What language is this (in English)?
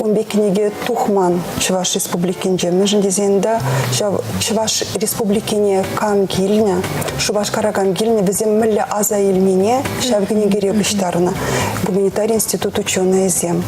Chuvash